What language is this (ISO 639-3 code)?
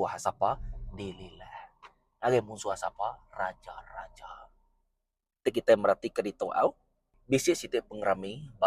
iba